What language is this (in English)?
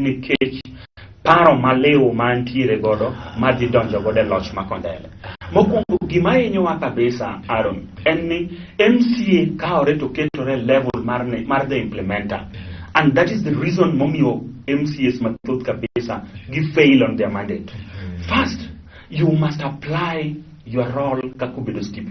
Luo (Kenya and Tanzania)